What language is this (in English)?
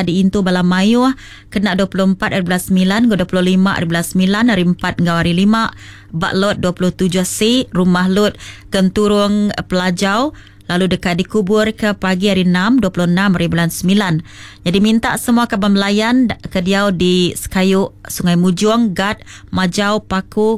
Iban